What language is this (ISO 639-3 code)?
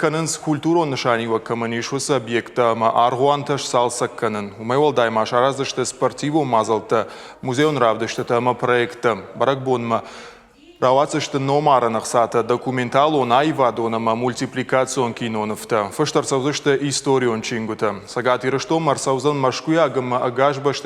oss